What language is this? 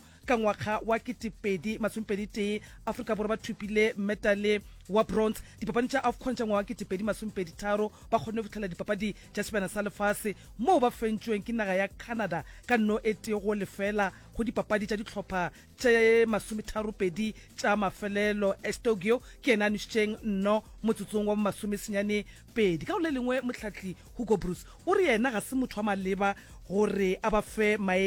Northern Sotho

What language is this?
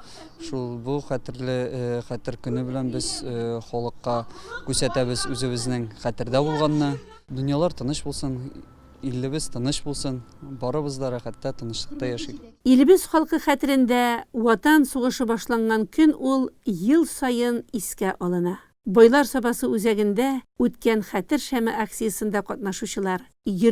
Tatar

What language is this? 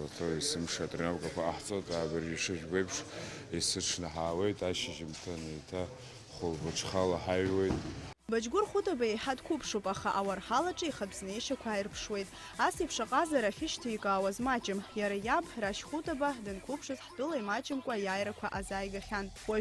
Abkhazian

